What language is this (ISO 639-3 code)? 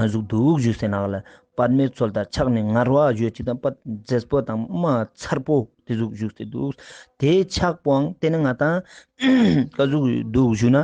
lbj